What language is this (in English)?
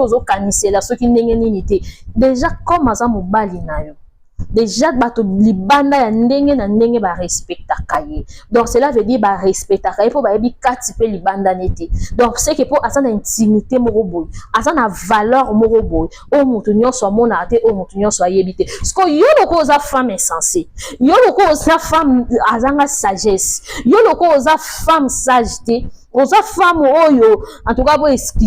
Lingala